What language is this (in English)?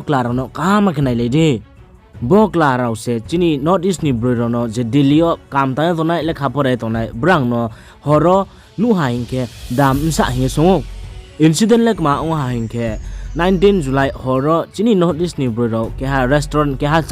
Riang (India)